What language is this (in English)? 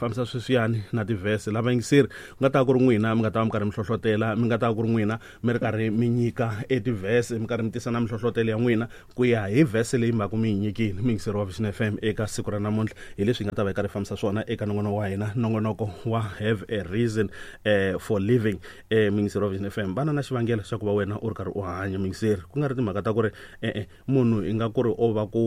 Tsonga